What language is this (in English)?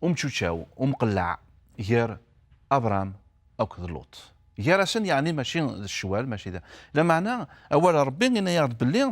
Kabyle